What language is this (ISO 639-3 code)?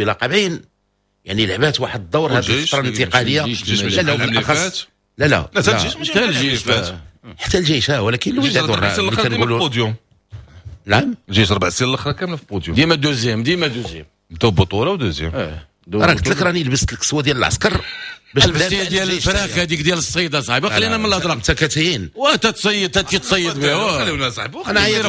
ary